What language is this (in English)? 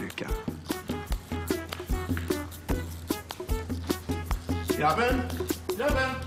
Swedish